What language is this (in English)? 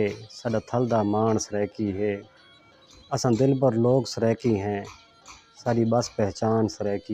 Saraiki